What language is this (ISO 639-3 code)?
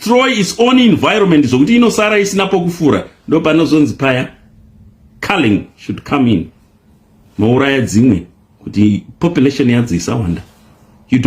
sna